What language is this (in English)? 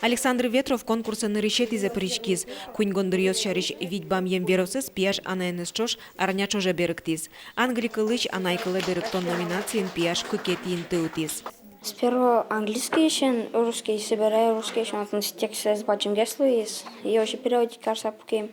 Udmurt